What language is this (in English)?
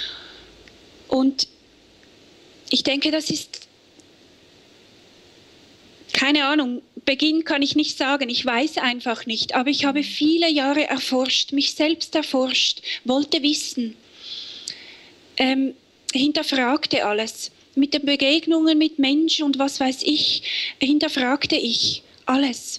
German